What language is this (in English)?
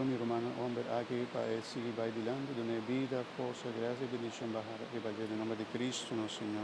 Papiamento